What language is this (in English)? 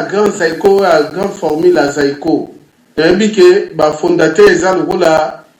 Lingala